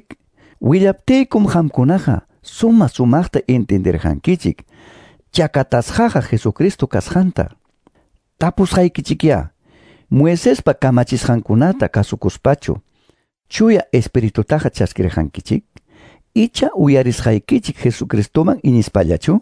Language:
Quechua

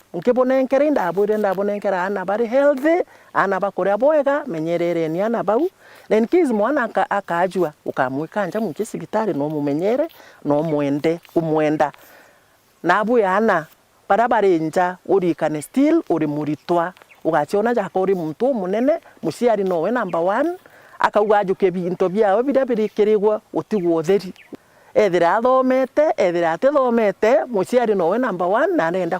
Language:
Meru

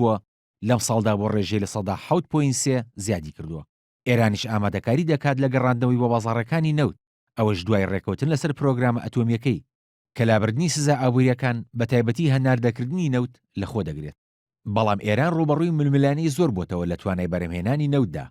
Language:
Central Kurdish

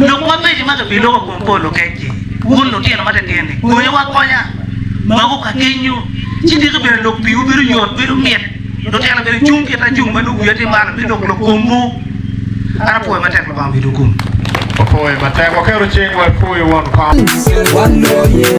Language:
Acoli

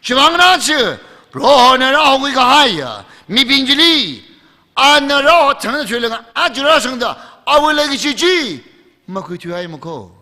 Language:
Tangkhul Naga (India)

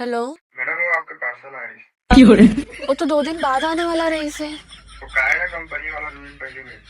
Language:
Chhattisgarhi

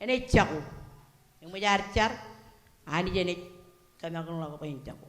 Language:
Marshallese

